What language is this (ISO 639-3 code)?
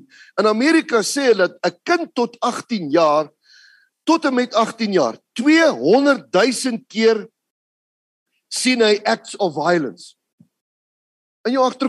afr